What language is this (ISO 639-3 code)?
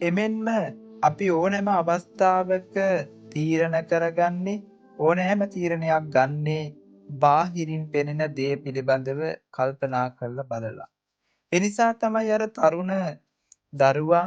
sin